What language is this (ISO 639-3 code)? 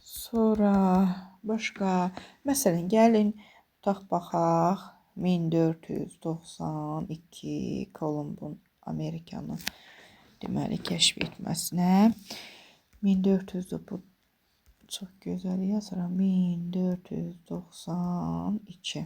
aze